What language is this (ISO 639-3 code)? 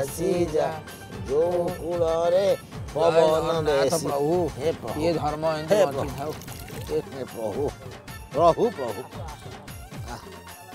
ori